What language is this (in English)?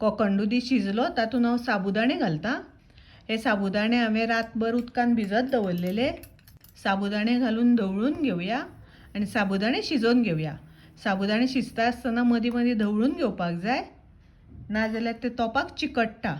Konkani